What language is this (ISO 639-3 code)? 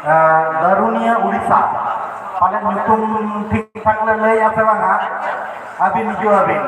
sat